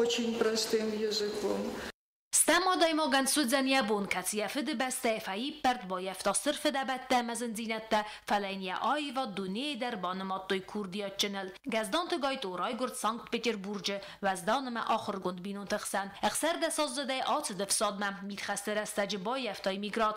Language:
Ossetic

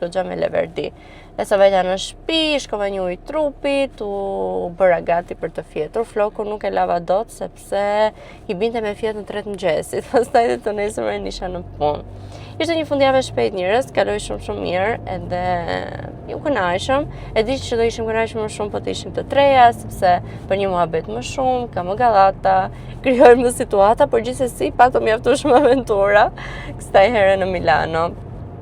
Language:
Albanian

